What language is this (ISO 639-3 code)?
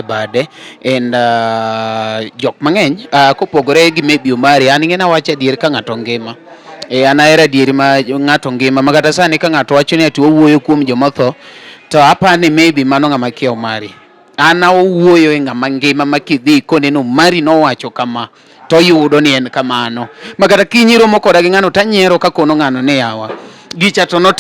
luo